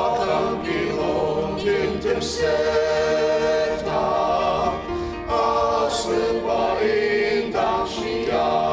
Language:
Ao Naga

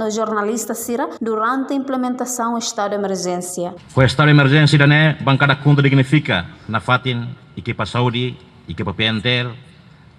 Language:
Tetum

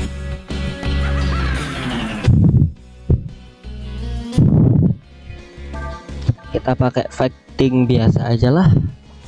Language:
Indonesian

